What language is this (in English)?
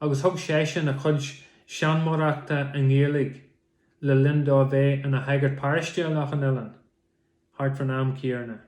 Irish